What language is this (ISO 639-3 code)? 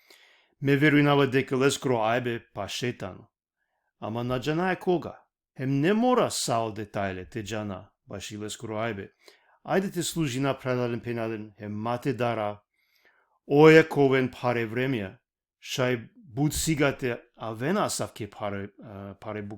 rmn